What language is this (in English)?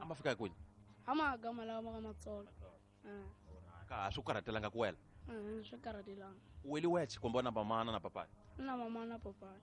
Tsonga